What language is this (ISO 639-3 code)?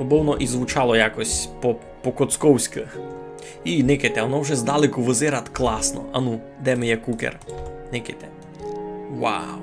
rue